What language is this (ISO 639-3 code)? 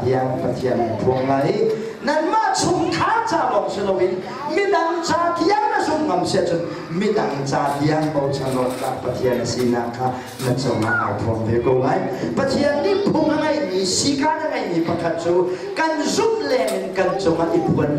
cnh